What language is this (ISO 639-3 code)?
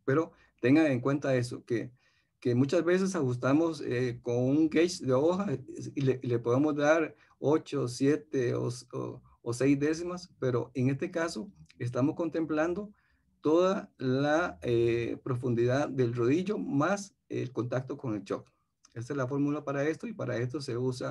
spa